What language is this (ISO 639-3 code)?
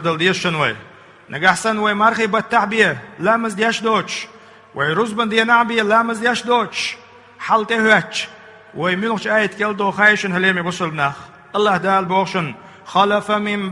che